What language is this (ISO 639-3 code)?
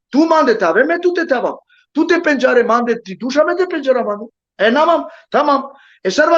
rmn